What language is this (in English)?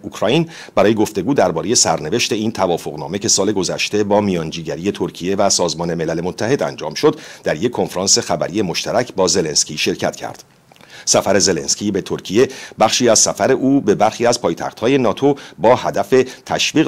Persian